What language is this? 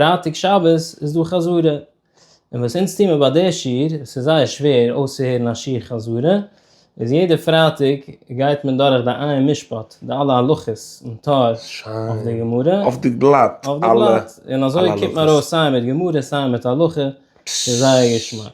Yiddish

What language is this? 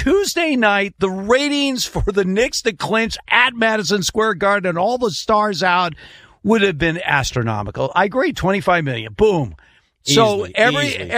English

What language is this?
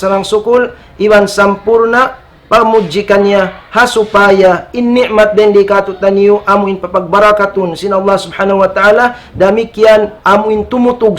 Tausug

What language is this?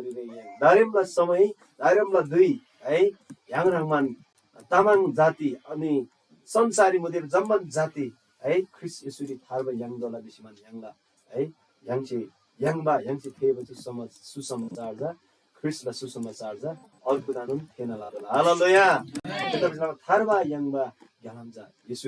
Eastern Tamang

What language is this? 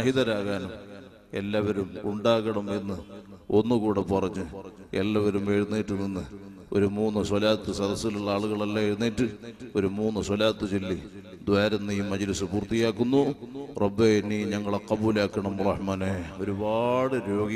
Malayalam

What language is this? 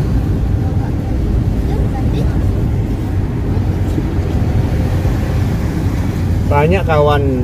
Indonesian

